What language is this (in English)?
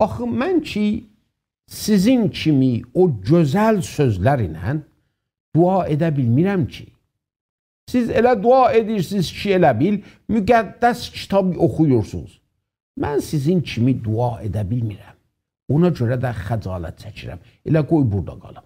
South Azerbaijani